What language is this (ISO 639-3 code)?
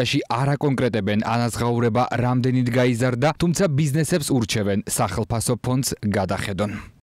kat